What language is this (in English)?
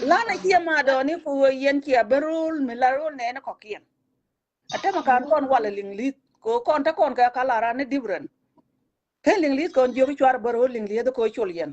Nuer